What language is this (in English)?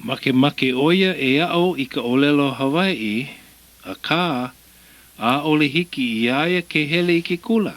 Hawaiian